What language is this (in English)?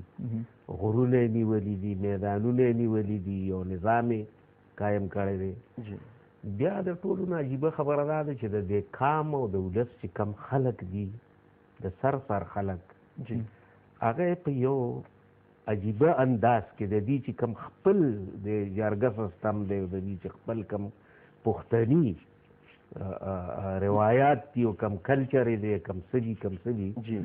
Pashto